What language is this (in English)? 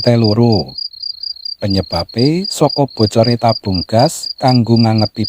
Javanese